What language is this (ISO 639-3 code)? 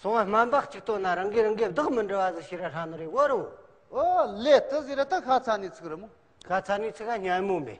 bod